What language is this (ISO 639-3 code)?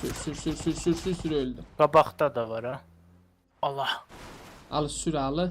azb